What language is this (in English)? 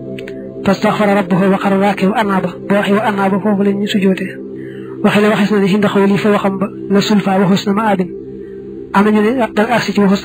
Wolof